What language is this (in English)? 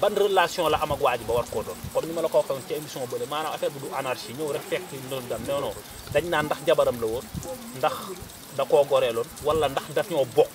Wolof